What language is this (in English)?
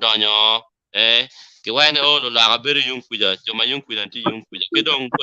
Acoli